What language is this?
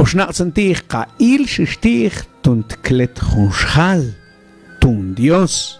Mam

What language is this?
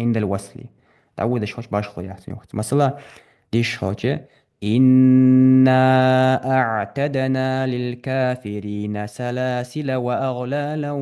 Ingush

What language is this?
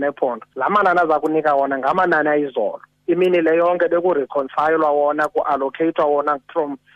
Xhosa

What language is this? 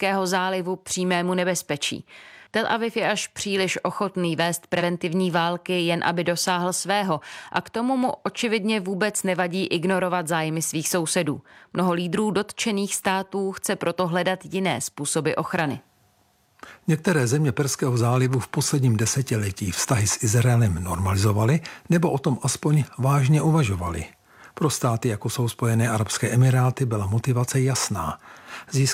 Czech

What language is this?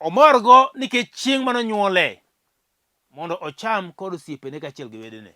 Luo (Kenya and Tanzania)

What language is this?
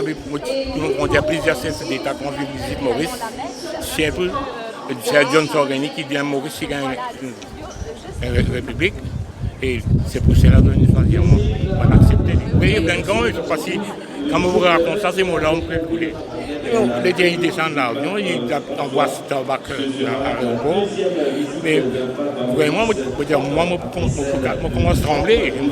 Morisyen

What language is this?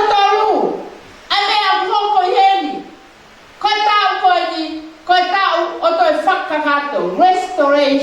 Tongan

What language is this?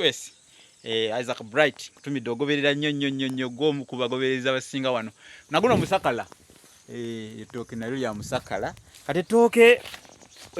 Ganda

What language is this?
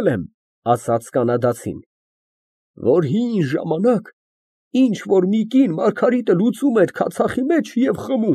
Armenian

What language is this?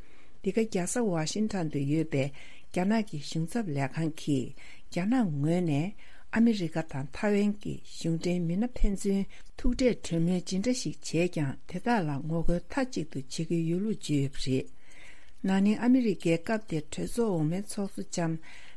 Tibetan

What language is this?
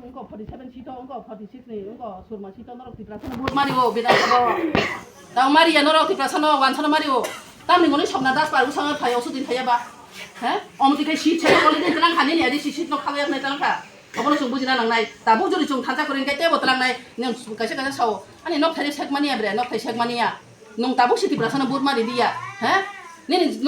Kok Borok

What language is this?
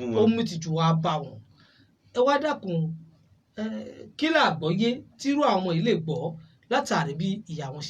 Yoruba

